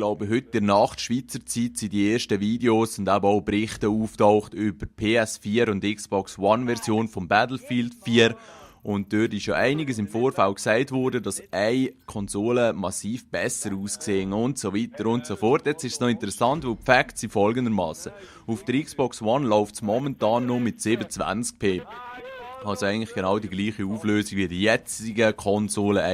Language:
Swiss German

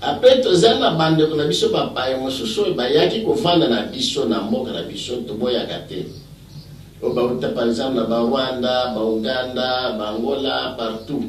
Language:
Lingala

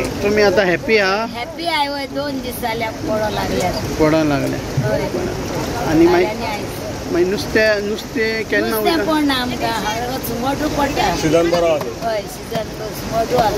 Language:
Konkani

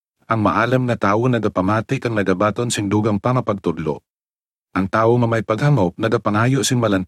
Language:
Hiligaynon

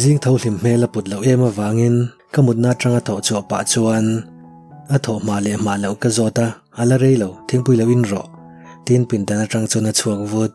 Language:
Mizo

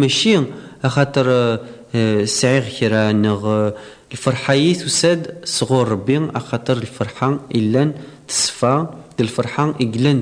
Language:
Kabyle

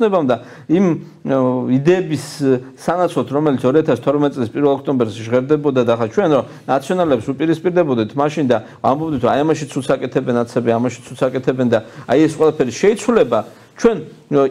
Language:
Georgian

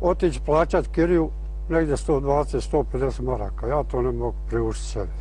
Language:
Bosnian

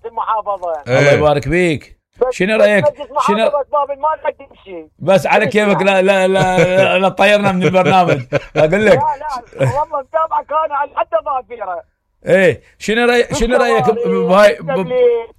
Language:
Mesopotamian Arabic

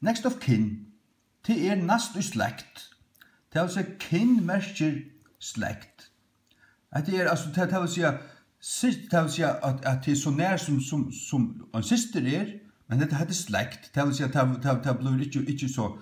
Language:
Faroese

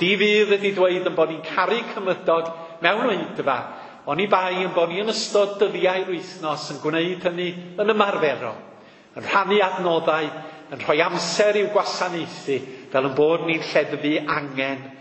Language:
Welsh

